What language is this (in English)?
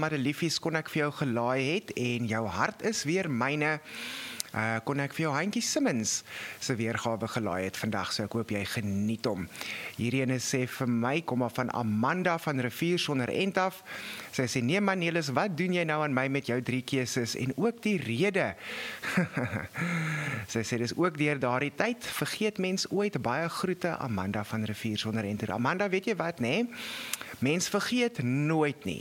Afrikaans